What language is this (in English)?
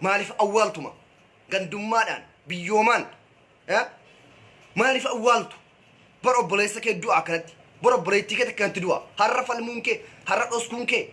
Oromo